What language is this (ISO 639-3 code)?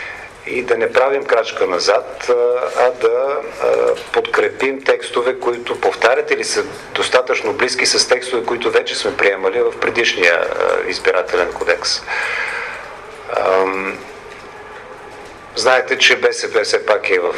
bul